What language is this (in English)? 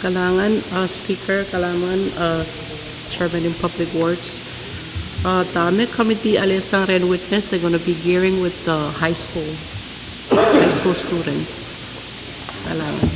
Pohnpeian